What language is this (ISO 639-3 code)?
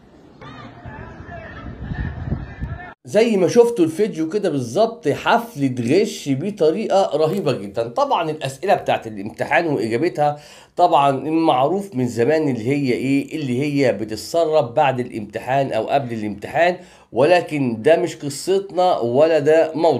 arz